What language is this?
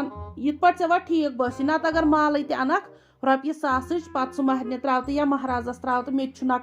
Kashmiri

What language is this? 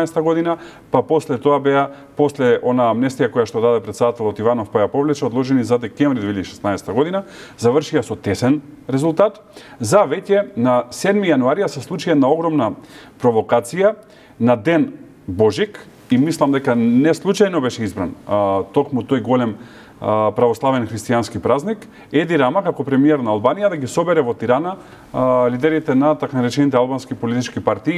Macedonian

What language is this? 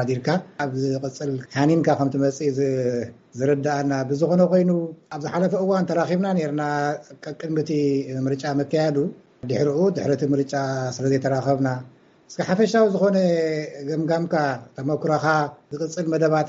Tigrinya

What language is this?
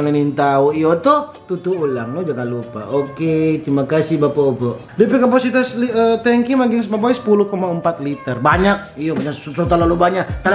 Manado Malay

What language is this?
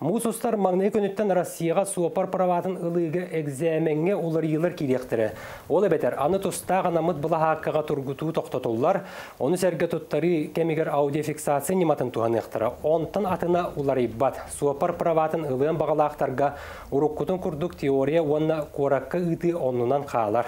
Yakut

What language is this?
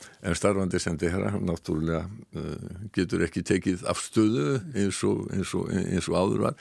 Icelandic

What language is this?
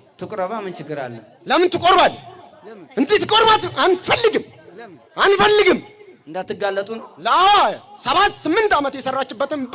Amharic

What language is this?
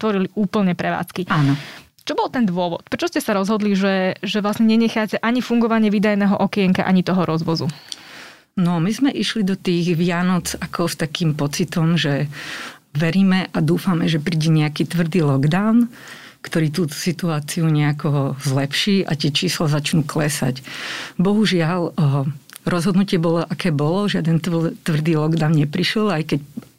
Slovak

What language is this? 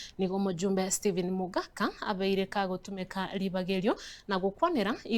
Gusii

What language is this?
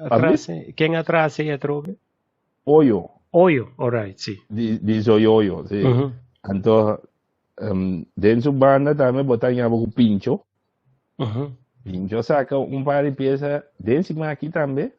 Papiamento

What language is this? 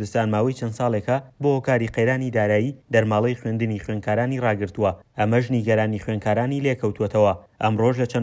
Central Kurdish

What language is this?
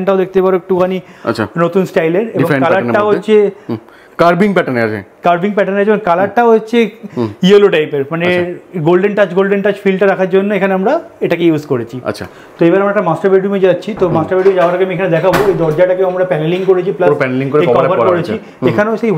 Bangla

